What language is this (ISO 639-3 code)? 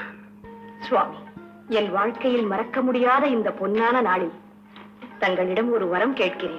tam